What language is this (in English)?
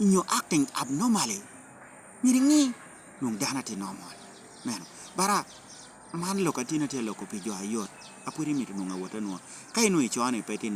Lango (Uganda)